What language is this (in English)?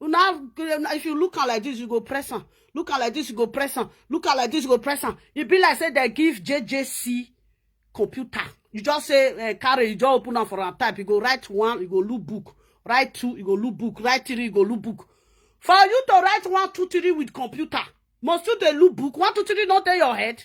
Nigerian Pidgin